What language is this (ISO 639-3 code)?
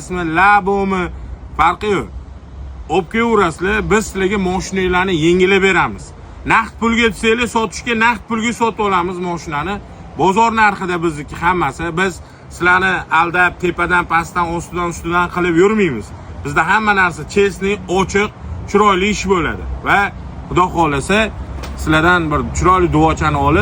uzb